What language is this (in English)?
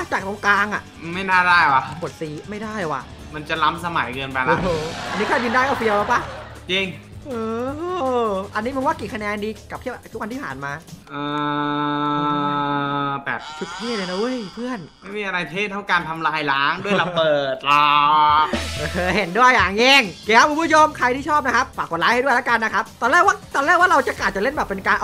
Thai